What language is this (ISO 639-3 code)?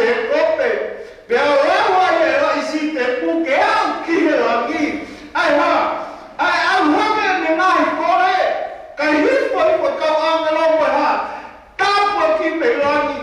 ton